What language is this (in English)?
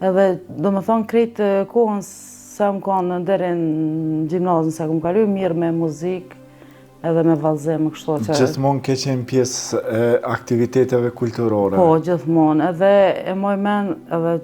Albanian